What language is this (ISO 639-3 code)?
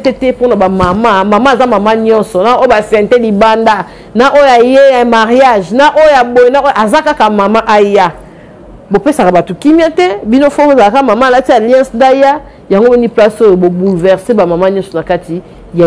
lin